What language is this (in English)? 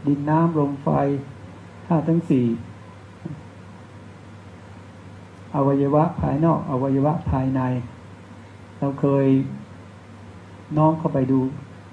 Thai